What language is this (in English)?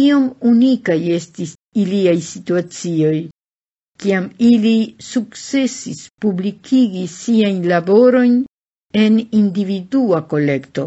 Esperanto